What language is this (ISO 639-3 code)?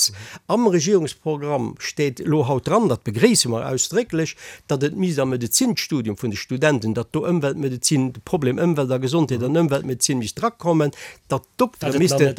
ltz